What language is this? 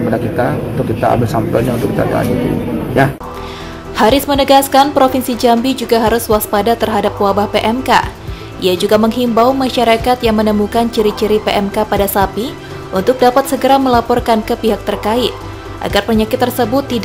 Indonesian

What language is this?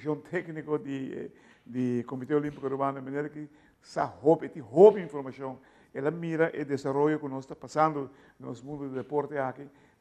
Papiamento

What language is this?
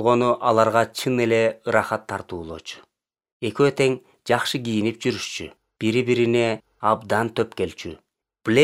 Kyrgyz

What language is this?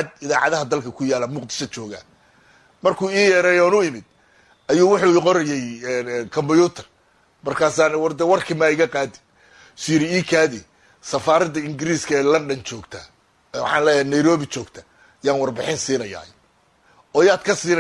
Somali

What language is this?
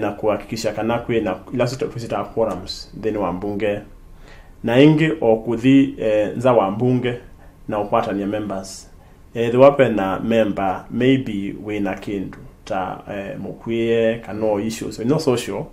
Kamba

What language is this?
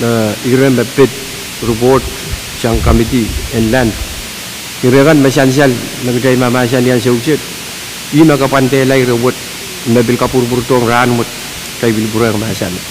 Pohnpeian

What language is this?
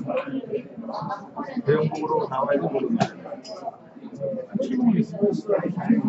Korean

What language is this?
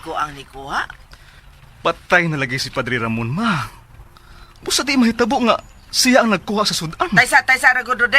Cebuano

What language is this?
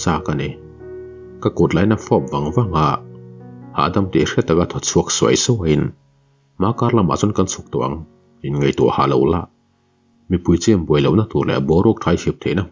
Mizo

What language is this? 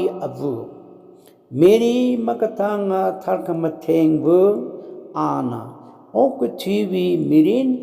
Tangkhul Naga (India)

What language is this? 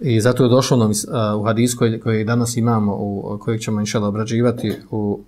Bosnian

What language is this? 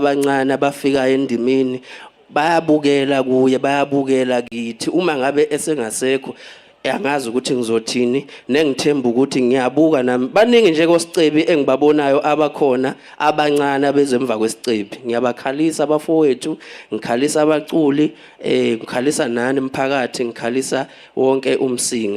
Zulu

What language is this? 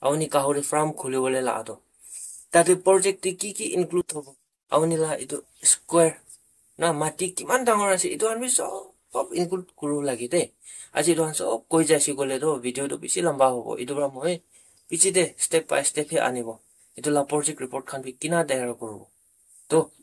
Naga Pidgin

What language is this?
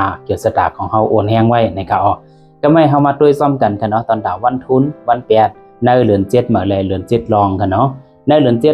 Shan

